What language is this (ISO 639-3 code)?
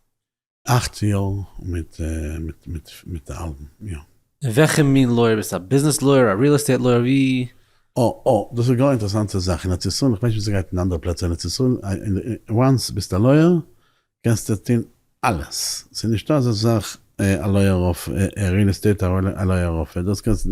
yid